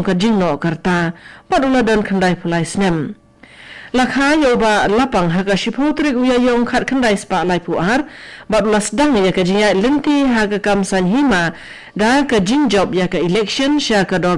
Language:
Khasi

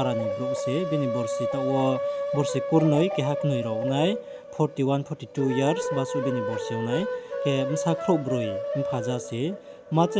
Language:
Riang (India)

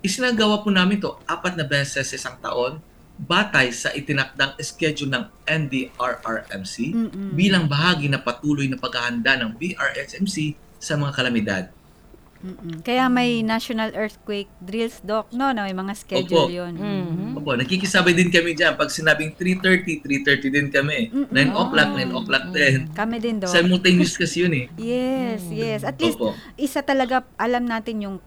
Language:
Filipino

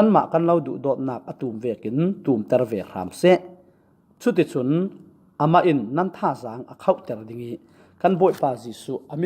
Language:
Falam Chin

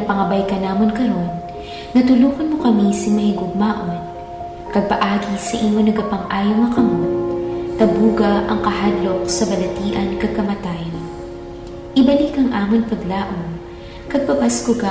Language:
Hiligaynon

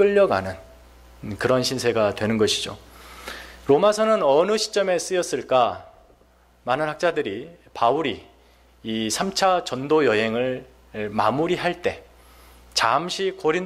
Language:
Korean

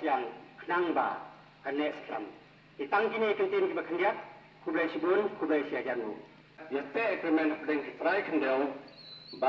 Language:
Khasi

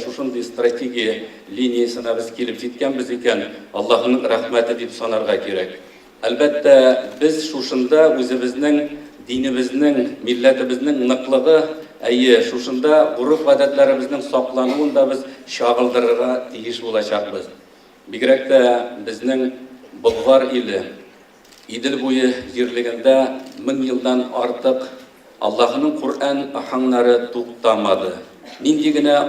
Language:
Tatar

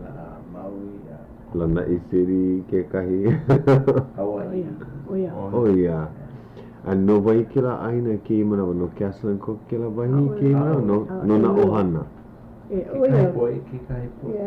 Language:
Hawaiian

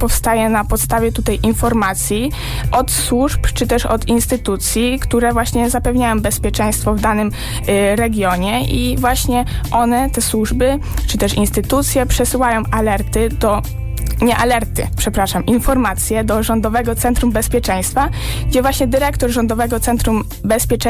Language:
Polish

